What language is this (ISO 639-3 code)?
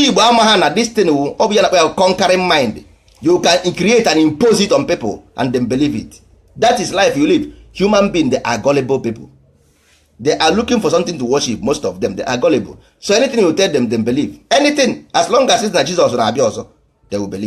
ibo